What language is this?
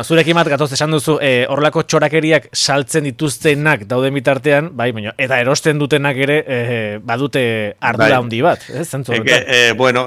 Basque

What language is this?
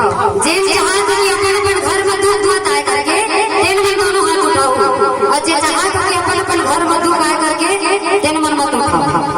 Chhattisgarhi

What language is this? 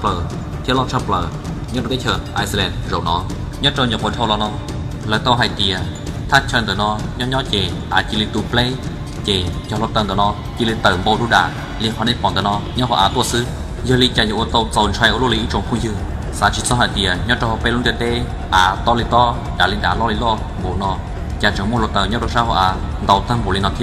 Hmong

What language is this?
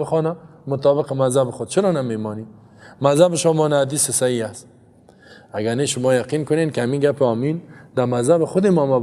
Persian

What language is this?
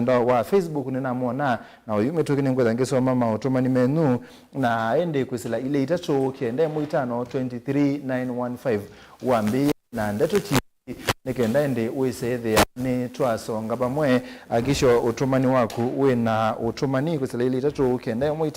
Kamba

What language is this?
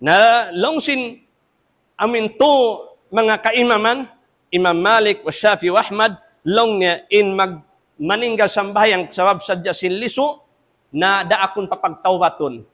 Tausug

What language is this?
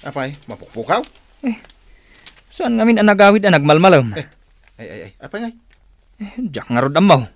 Iloko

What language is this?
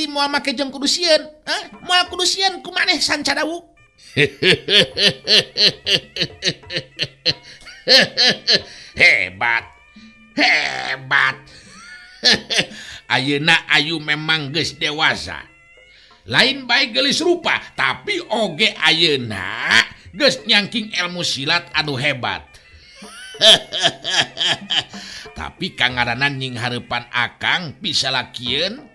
Sundanese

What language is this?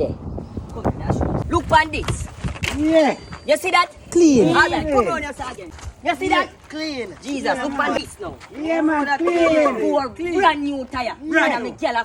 Jamaican Creole English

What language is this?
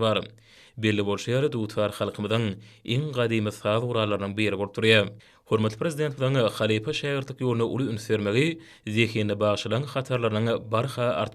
Turkmen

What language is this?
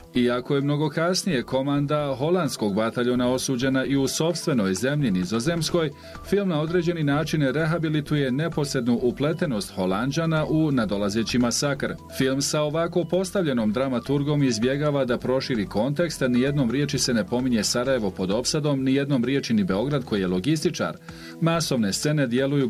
Bosnian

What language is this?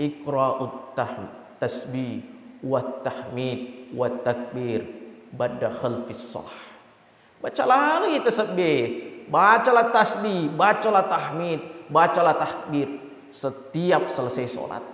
Buginese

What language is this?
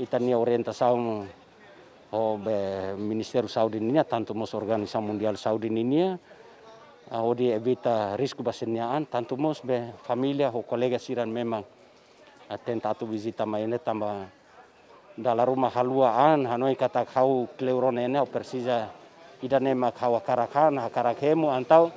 Tetum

